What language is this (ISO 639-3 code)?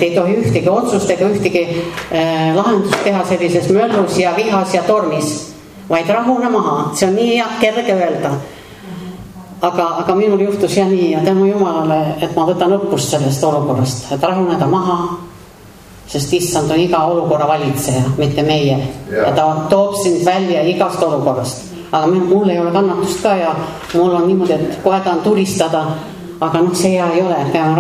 est